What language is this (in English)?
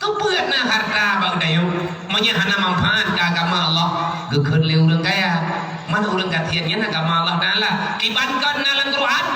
Achinese